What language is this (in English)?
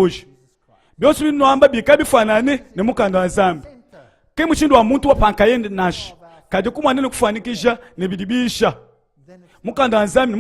Luba-Lulua